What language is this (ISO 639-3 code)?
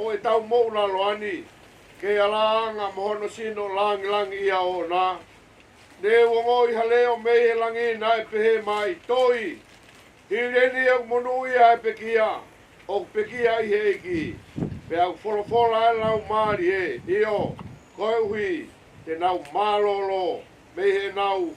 ton